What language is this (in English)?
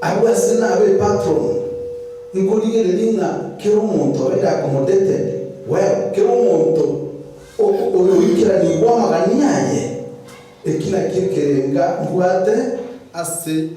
Gusii